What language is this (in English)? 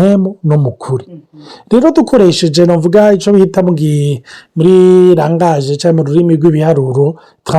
Rundi